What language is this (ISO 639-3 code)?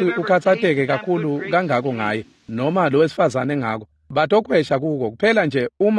ssw